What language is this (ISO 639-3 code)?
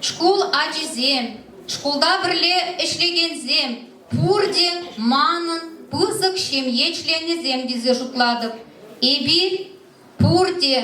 chv